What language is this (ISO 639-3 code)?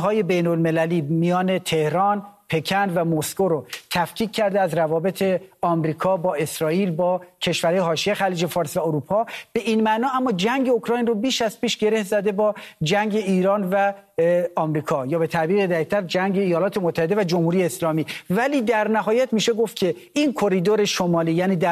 fas